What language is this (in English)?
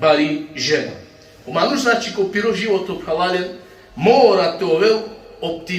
Balkan Romani